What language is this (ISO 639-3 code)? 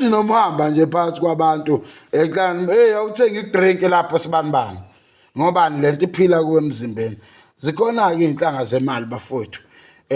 zul